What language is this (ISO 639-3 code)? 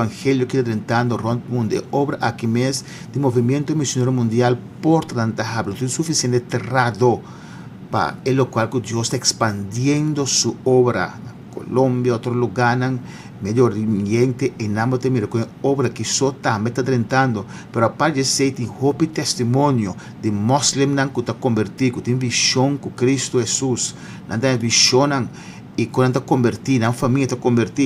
pap